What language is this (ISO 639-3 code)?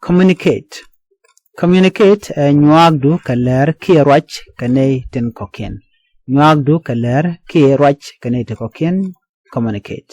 nus